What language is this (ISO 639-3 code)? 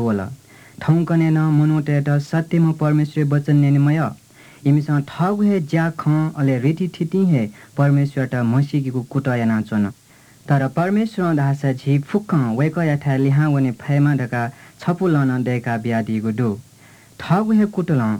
new